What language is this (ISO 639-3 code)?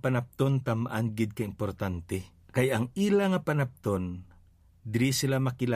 hil